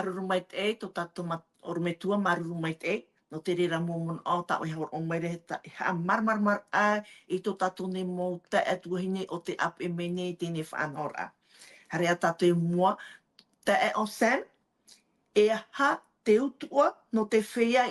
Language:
Tahitian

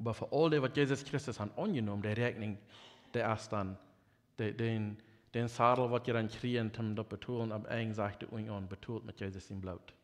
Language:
Plautdietsch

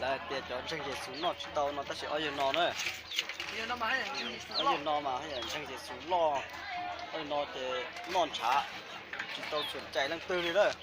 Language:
Hmong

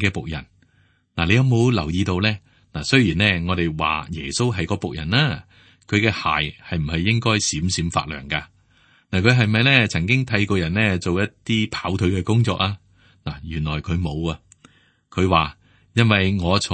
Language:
Cantonese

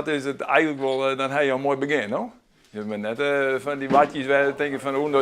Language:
Western Frisian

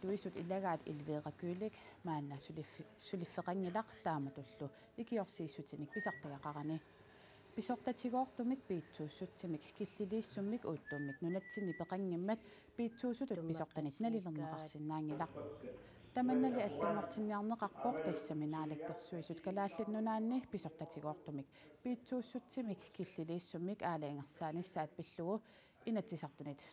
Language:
Kalaallisut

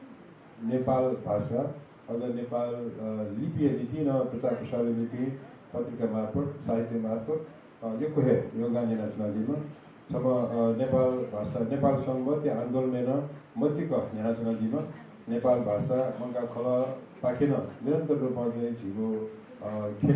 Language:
Newari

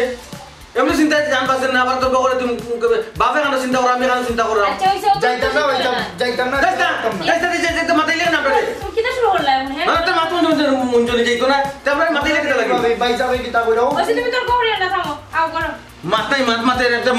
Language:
Sylheti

